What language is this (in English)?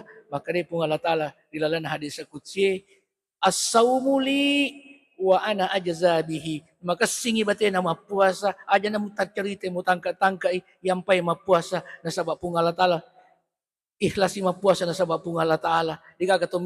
Buginese